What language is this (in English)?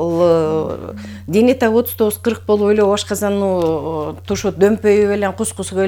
Kyrgyz